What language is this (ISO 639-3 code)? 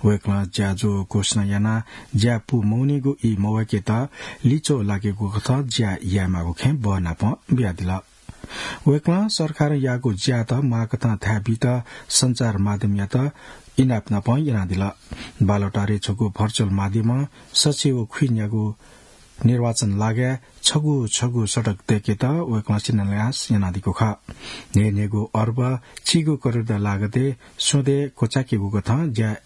new